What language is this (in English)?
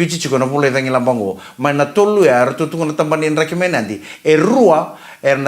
Fijian